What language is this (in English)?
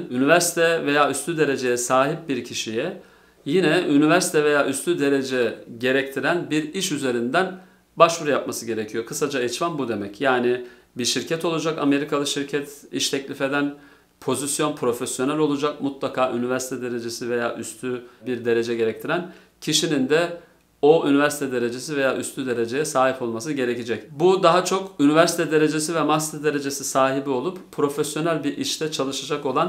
Turkish